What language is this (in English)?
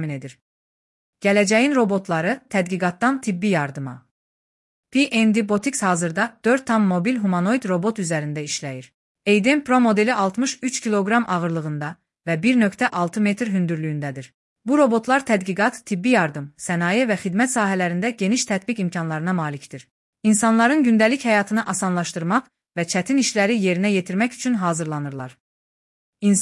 Azerbaijani